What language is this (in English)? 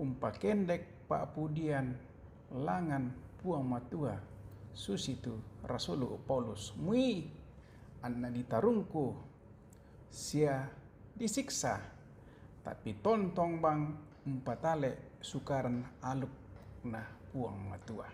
Toraja-Sa'dan